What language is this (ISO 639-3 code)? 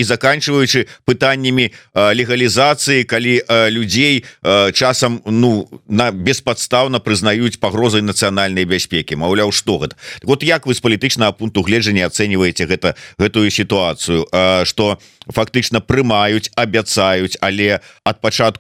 bel